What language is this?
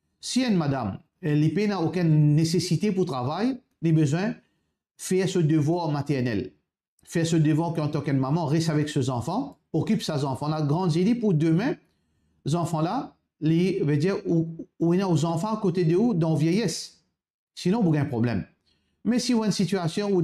Morisyen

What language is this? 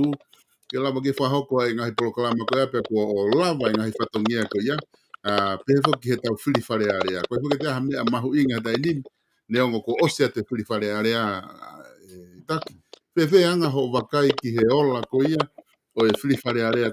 Tongan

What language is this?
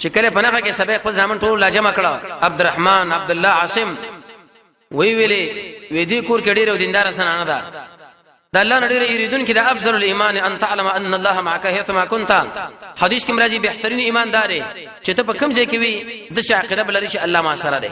Pashto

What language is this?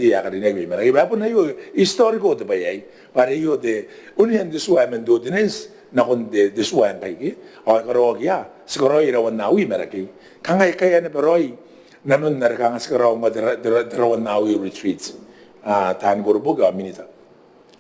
Gilbertese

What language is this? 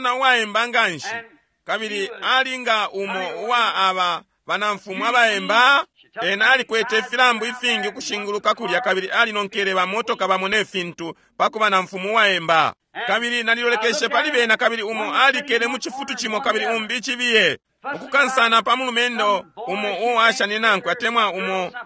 Bemba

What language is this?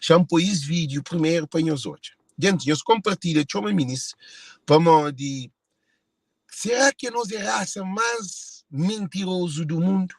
Kabuverdianu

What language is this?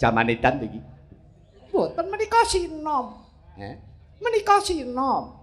Javanese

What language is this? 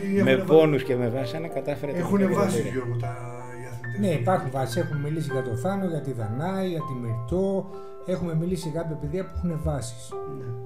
Greek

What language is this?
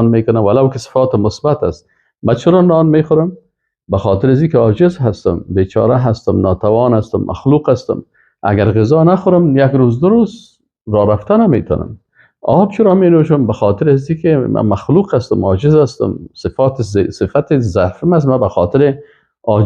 Persian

